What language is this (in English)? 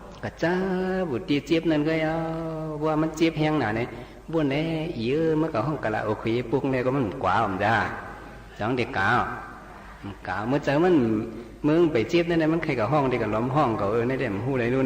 Shan